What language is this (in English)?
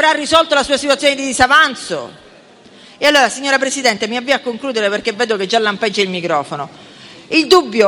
Italian